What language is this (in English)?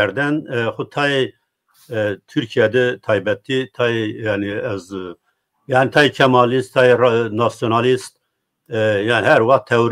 Zaza